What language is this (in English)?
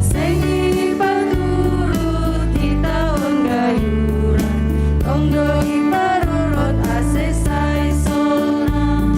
Batak Simalungun